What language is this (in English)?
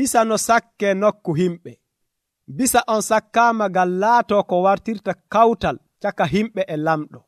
Nigerian Fulfulde